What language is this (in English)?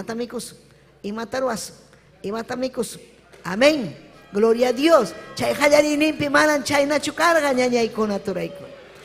Ayacucho Quechua